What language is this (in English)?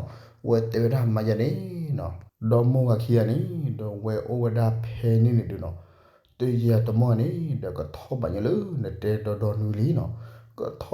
S'gaw Karen